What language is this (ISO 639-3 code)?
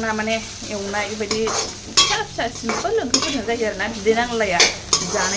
brx